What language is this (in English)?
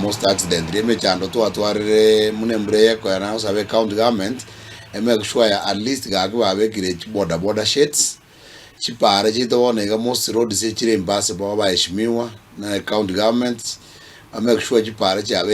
Gusii